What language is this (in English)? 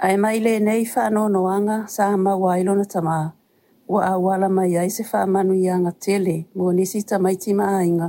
Samoan